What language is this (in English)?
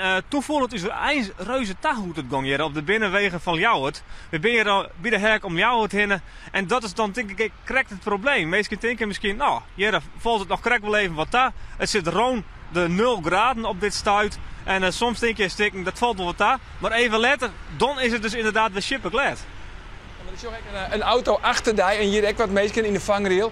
Western Frisian